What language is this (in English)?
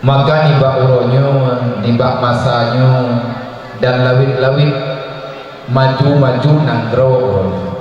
Achinese